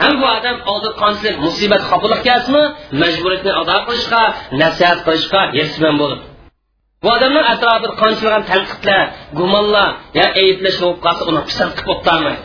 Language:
Uyghur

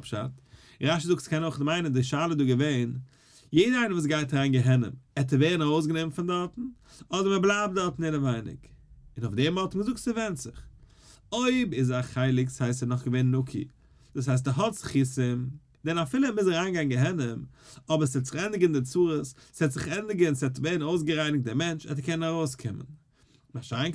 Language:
Yiddish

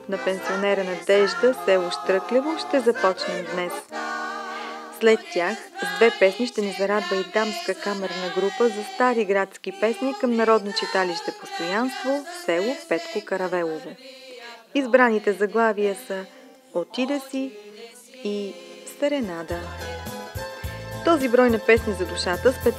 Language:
Bulgarian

